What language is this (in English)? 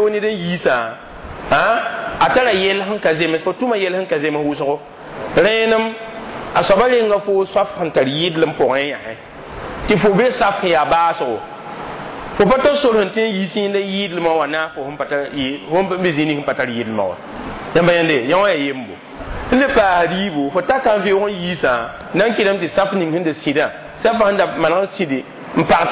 Mossi